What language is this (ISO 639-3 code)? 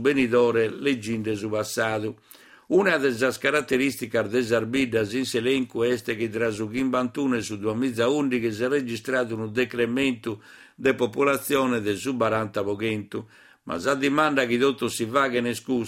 srd